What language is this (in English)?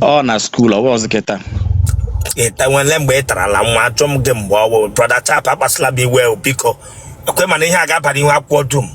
Igbo